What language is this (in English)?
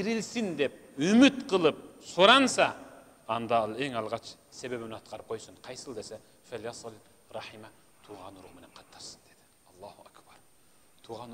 Kyrgyz